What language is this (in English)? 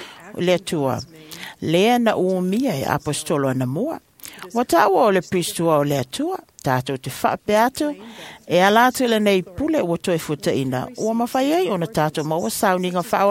Samoan